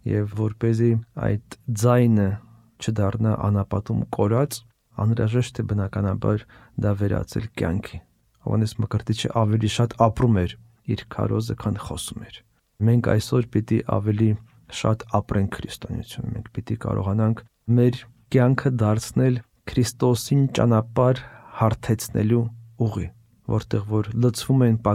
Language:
Armenian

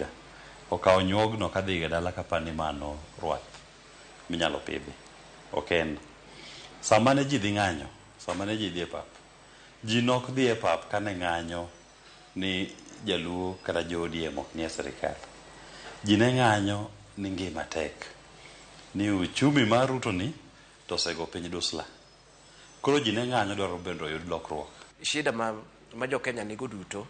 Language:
Luo (Kenya and Tanzania)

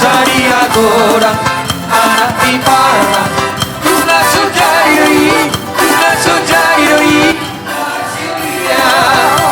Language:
Batak Toba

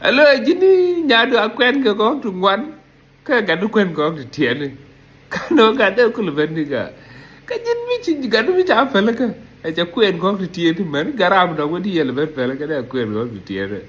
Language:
Nuer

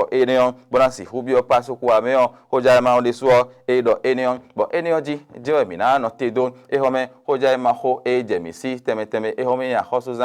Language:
Fon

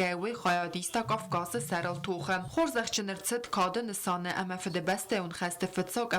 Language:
Ossetic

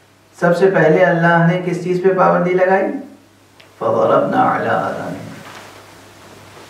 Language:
Urdu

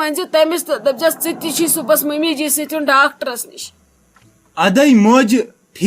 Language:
Kashmiri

